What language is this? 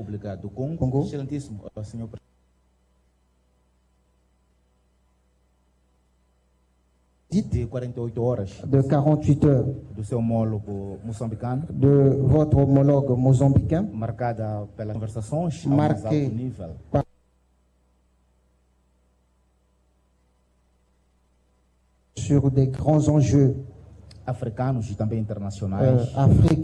Portuguese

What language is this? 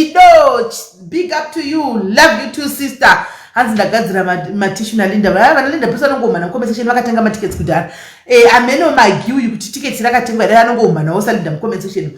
Shona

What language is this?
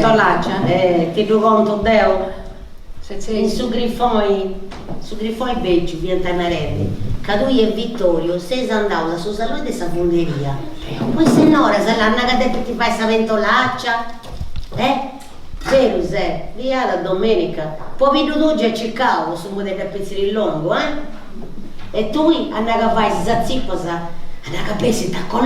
Sardinian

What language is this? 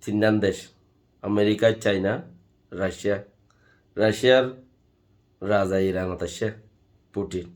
Rohingya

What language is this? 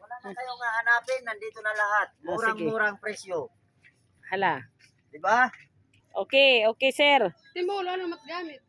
Waray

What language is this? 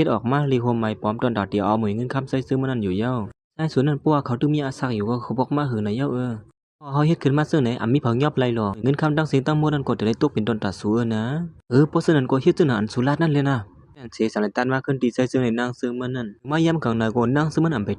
Shan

